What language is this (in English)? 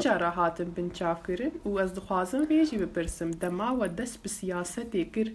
Kurdish